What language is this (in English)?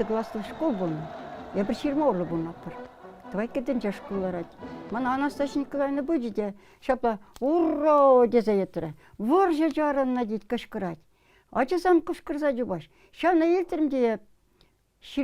Chuvash